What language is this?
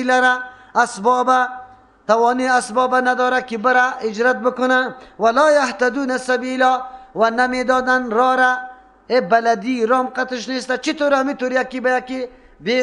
Persian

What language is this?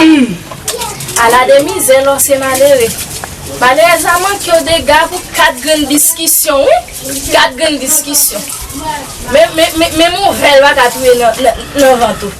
Haitian Creole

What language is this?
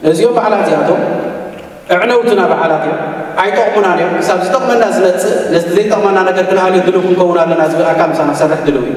Tigrinya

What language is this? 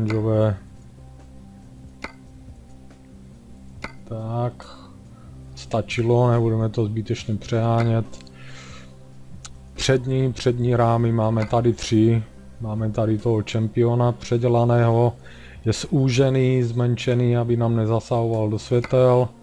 Czech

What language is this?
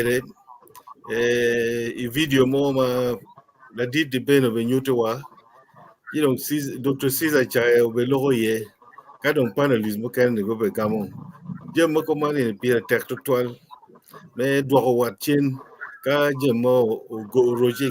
Acoli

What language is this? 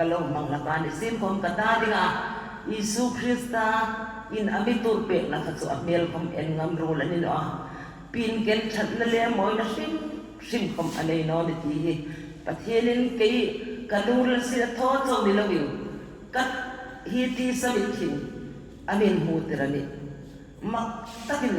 Hmar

